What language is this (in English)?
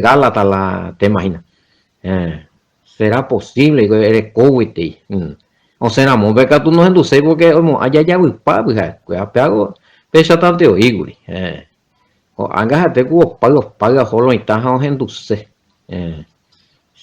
Guarani